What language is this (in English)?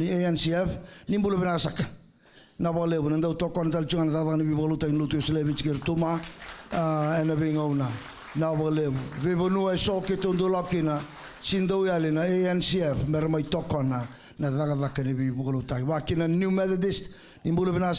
Fijian